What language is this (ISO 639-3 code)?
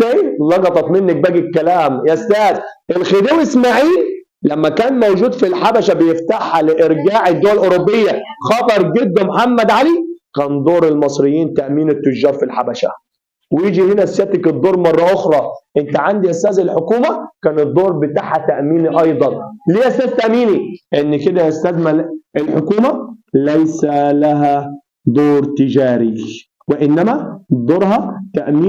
arz